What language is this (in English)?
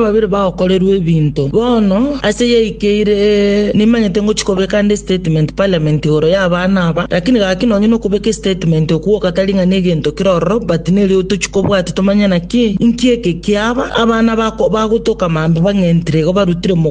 Gusii